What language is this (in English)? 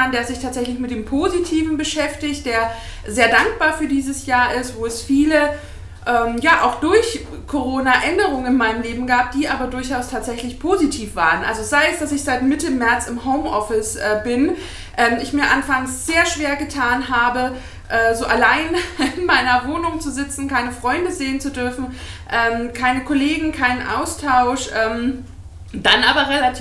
German